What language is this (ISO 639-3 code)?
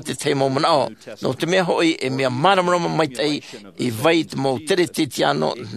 tah